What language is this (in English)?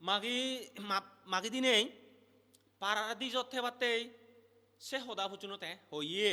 Chakma